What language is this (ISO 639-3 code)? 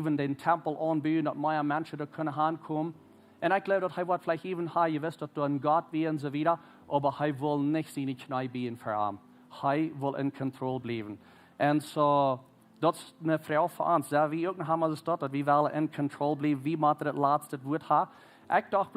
pdt